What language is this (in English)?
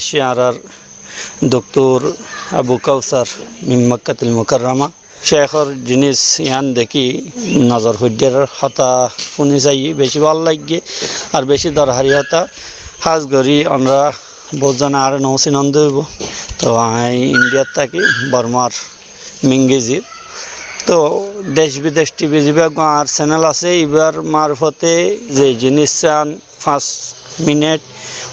Rohingya